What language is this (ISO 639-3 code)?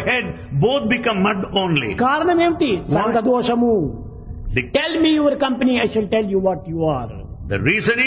tel